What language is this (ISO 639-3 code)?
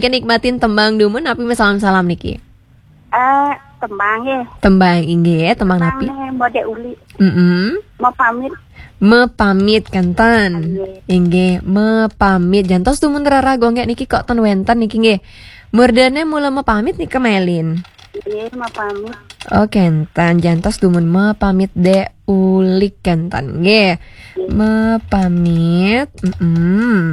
ban